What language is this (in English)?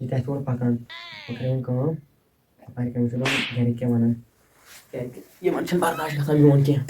Kashmiri